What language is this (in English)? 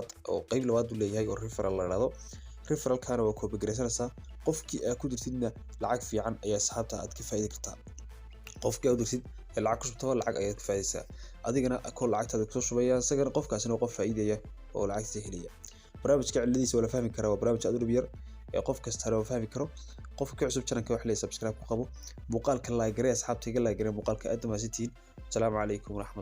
Somali